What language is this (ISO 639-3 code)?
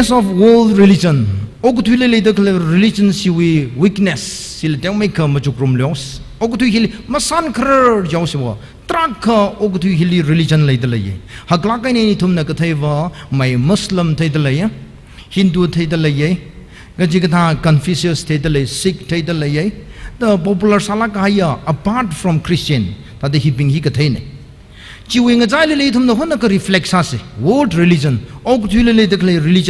nmf